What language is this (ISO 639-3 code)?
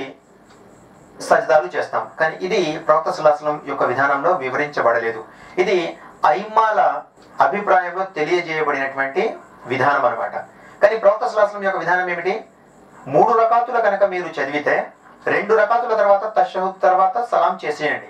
tel